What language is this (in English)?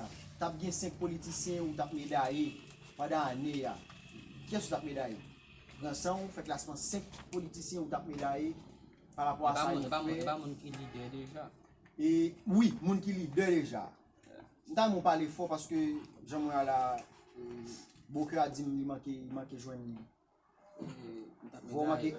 Haitian Creole